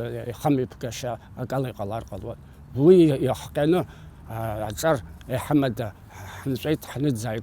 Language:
Abkhazian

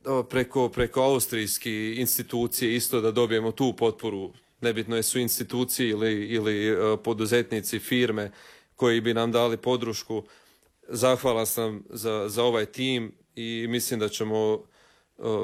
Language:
Croatian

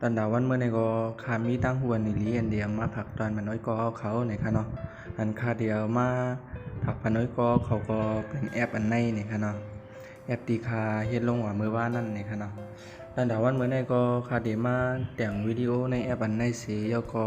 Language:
Shan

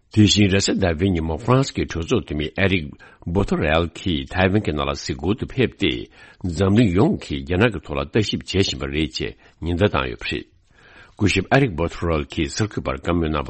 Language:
Tibetan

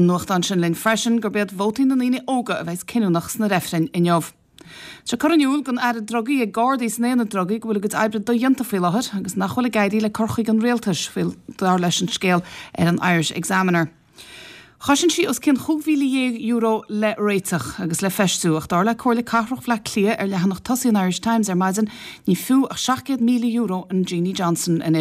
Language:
Irish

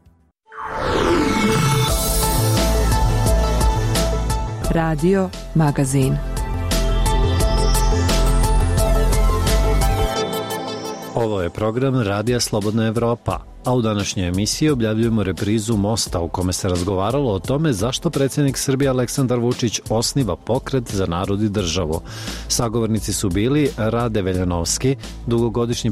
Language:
Serbian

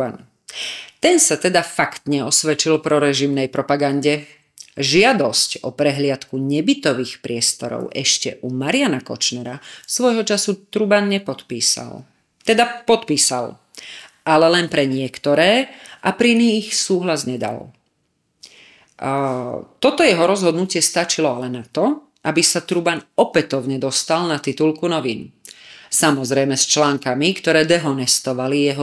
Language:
Slovak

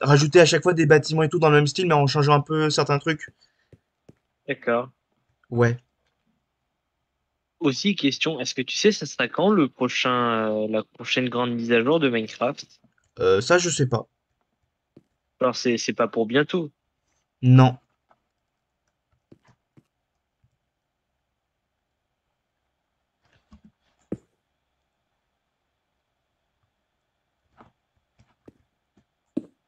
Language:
French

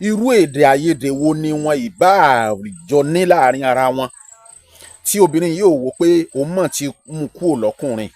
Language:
Yoruba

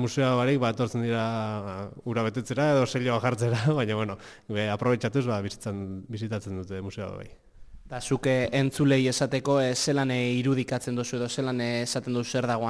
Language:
Basque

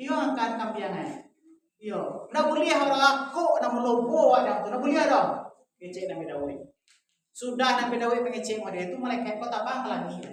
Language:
Minangkabau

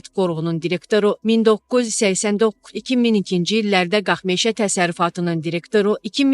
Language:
Azerbaijani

